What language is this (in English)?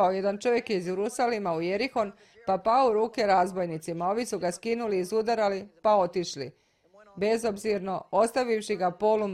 Serbian